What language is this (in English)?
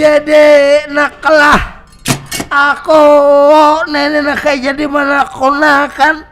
Banjar